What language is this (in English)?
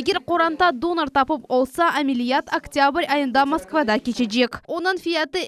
Crimean Tatar